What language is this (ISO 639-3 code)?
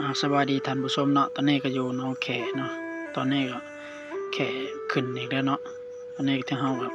lao